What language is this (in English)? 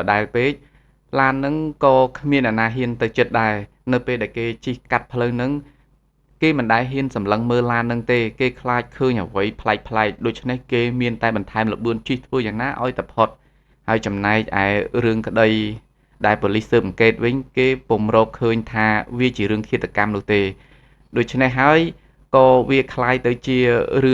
Khmer